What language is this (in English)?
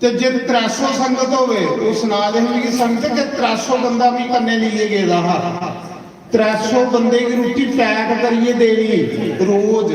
Dogri